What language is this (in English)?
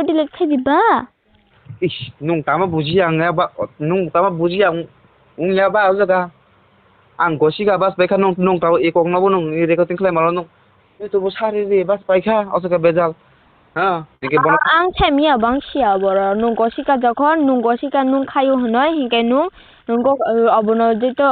Kok Borok